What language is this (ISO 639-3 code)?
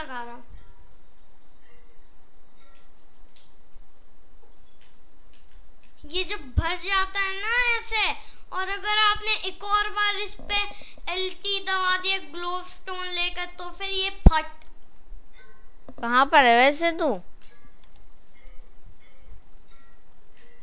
hin